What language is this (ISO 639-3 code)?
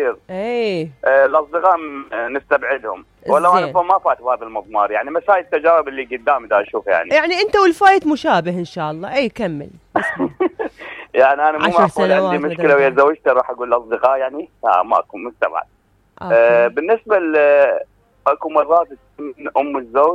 acm